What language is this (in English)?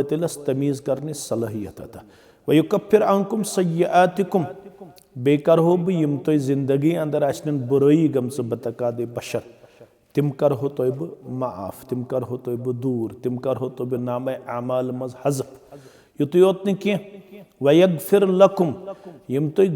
Kashmiri